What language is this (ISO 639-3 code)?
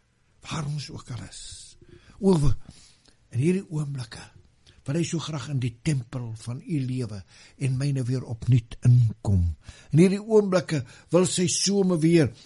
afr